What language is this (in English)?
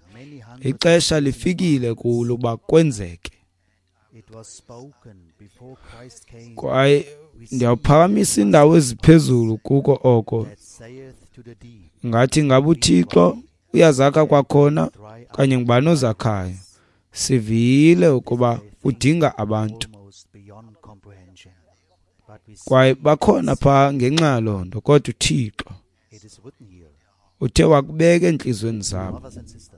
Xhosa